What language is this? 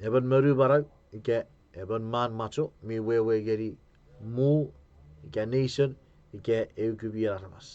Chuukese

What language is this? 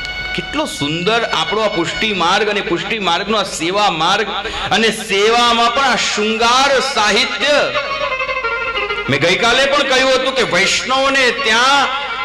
Gujarati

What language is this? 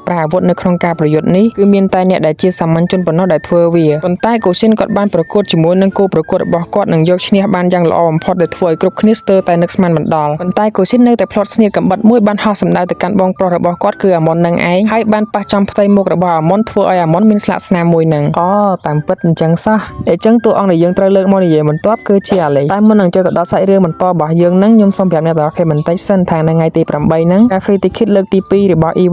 Khmer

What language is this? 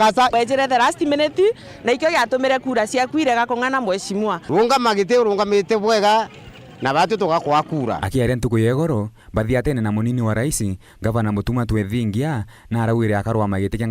Meru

